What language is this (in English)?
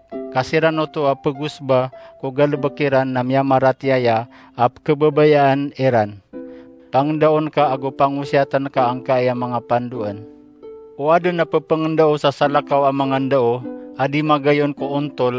Maranao